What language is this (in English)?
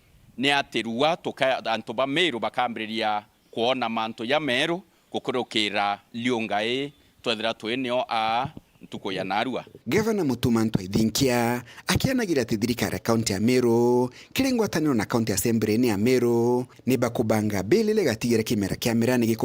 Meru